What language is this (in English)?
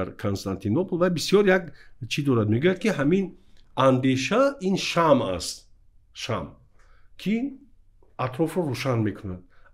Tajik